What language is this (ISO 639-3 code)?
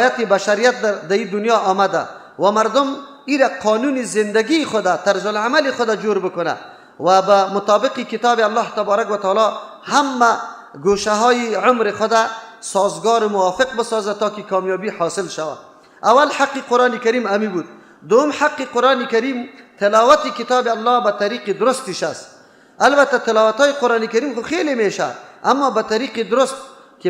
fas